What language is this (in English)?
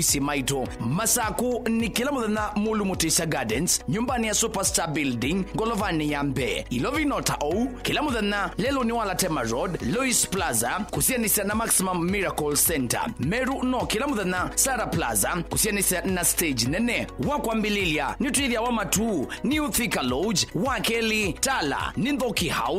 Kamba